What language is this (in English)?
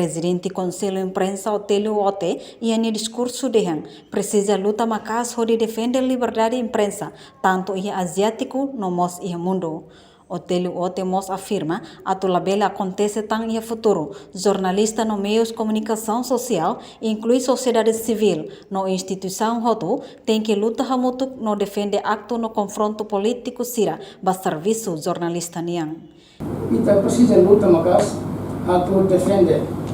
Tetum